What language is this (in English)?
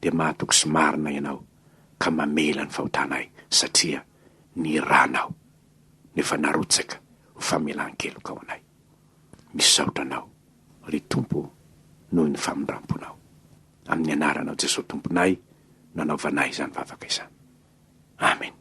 Malagasy